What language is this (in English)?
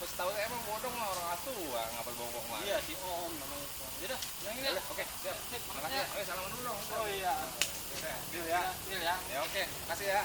Betawi